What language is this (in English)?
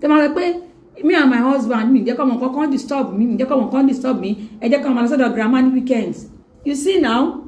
Yoruba